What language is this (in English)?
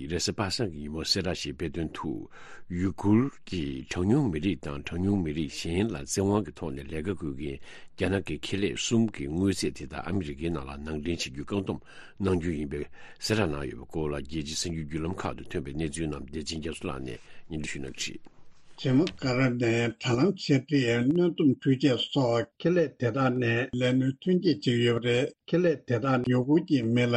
Tibetan